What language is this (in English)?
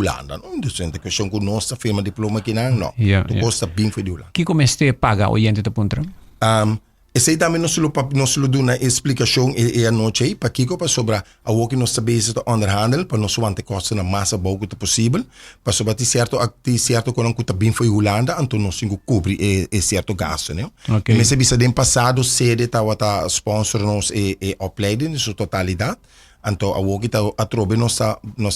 Papiamento